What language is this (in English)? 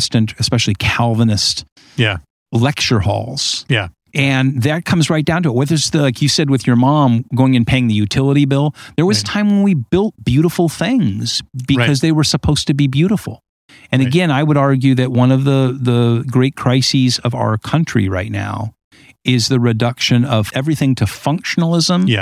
English